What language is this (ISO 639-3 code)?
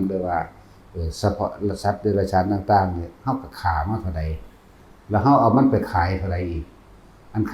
tts